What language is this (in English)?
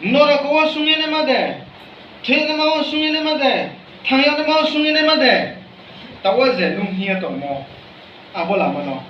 Riang (India)